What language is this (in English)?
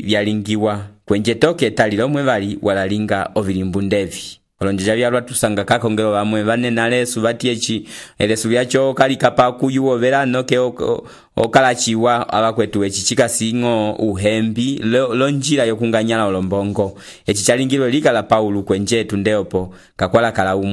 Umbundu